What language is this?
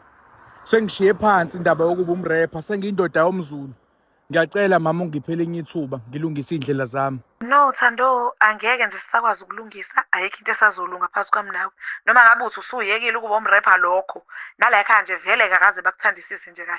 Zulu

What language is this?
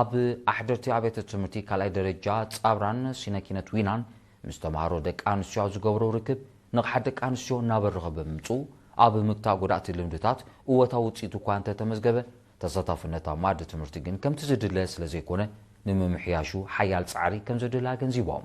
Tigrinya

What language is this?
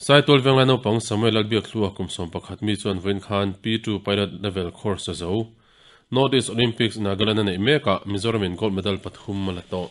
Mizo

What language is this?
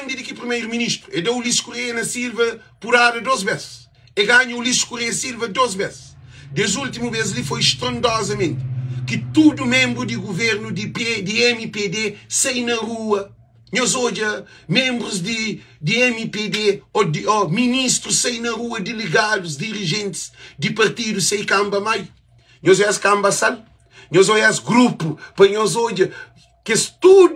Kabuverdianu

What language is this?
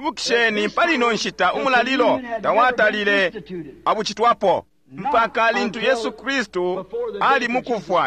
Bemba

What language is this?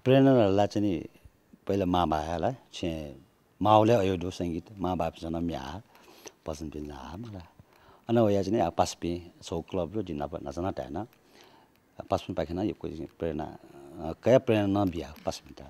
Newari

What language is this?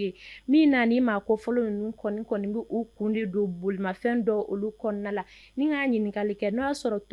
Bambara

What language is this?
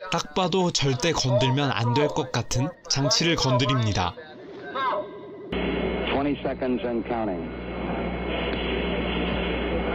Korean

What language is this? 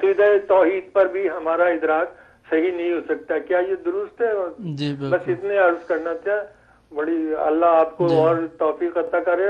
Urdu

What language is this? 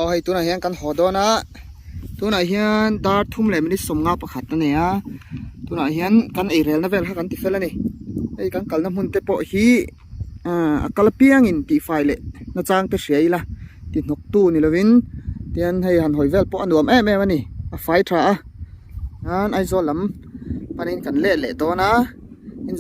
Mizo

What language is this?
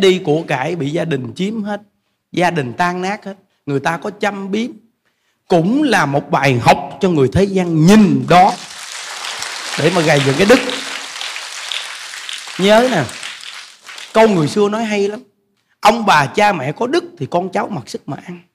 Vietnamese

